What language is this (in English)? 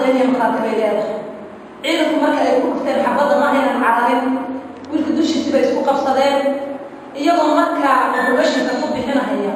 Somali